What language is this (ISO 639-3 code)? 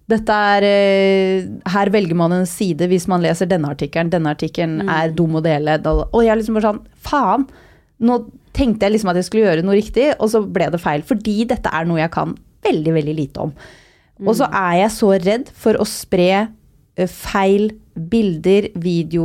nor